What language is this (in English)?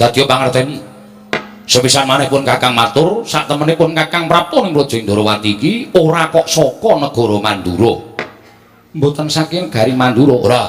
Javanese